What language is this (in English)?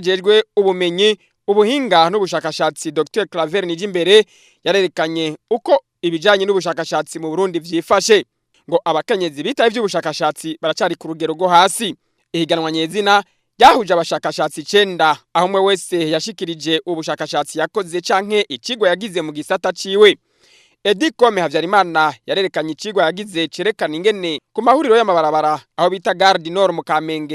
Rundi